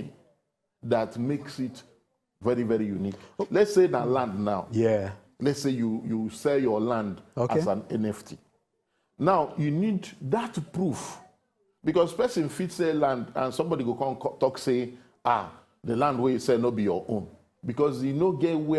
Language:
Nigerian Pidgin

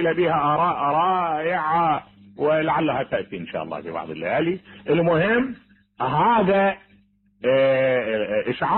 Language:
Mesopotamian Arabic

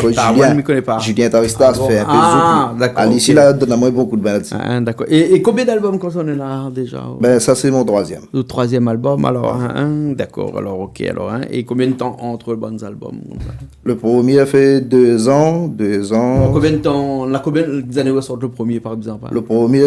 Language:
Réunion Creole French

